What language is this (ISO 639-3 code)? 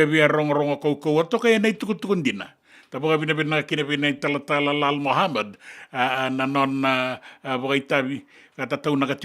fij